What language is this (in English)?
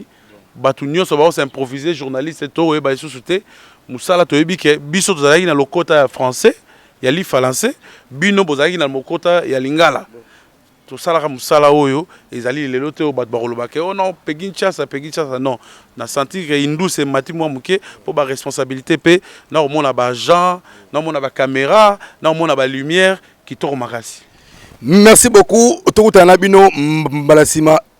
Lingala